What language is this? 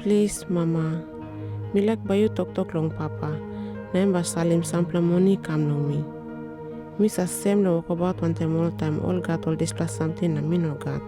Tok Pisin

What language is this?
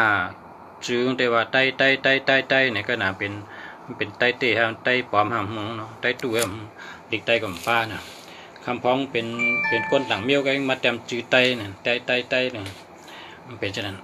Shan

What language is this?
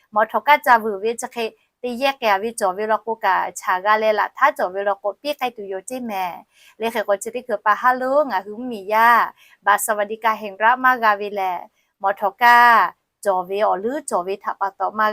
Lahu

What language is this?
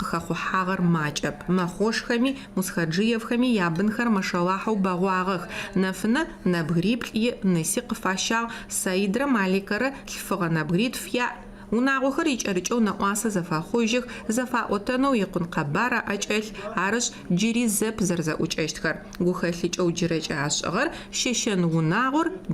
Adyghe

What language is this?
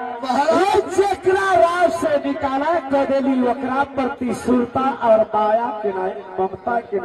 Maithili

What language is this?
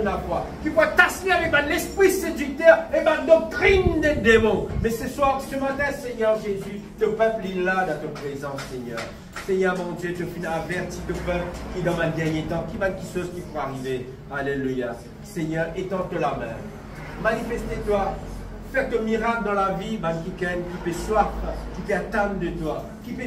Morisyen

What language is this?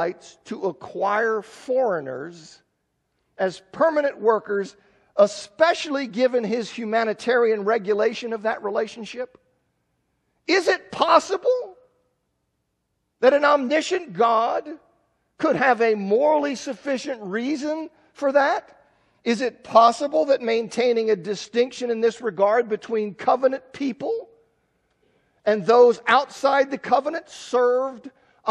English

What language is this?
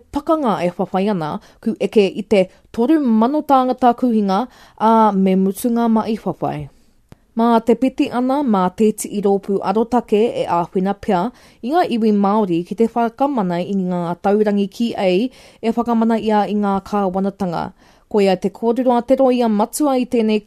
Māori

